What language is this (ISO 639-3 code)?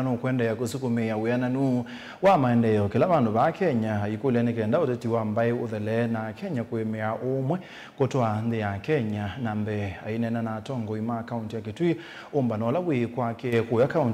kam